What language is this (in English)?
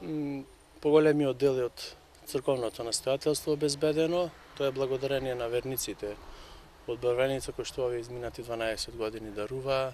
Macedonian